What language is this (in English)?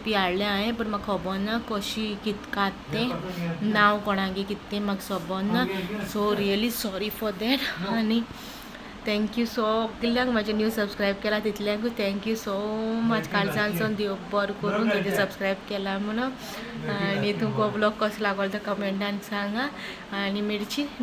Konkani